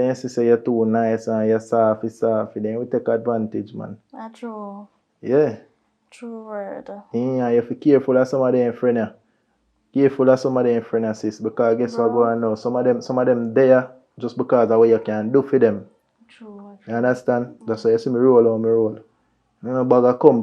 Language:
Jamaican Creole English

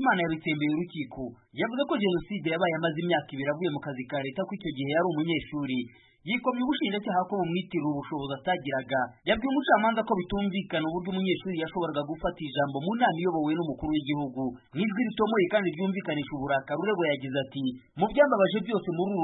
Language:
Kinyarwanda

